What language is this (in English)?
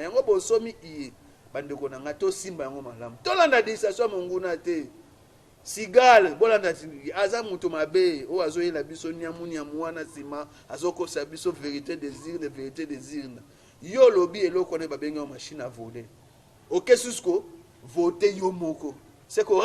Lingala